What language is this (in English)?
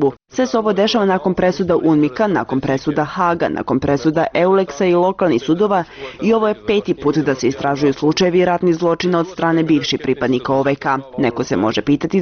Bosnian